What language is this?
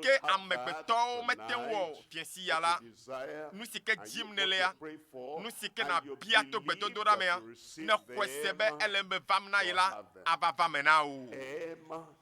Ewe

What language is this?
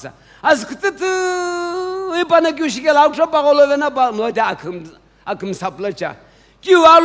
Sumi Naga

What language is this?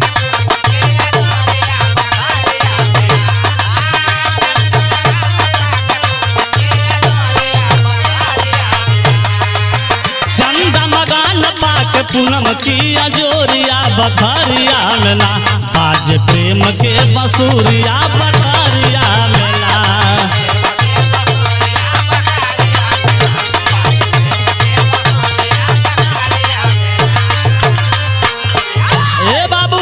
Bhojpuri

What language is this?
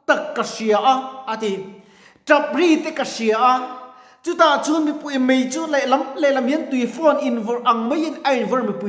Mizo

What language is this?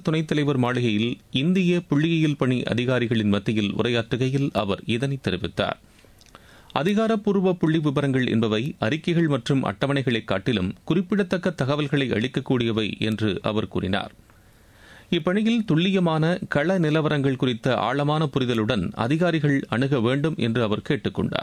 Tamil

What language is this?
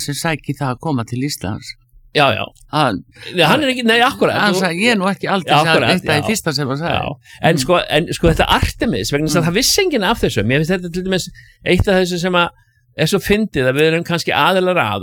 Icelandic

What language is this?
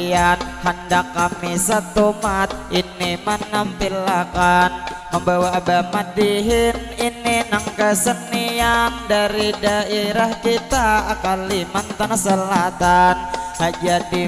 Banjar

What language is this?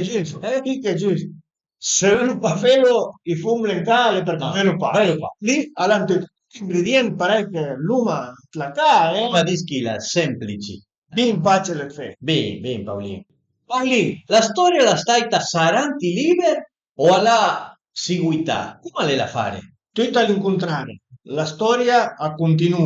Piedmontese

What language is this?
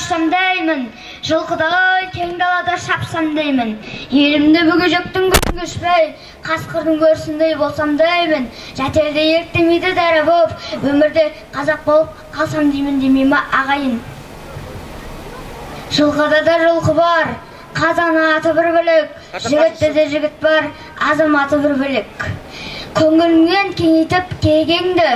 Kazakh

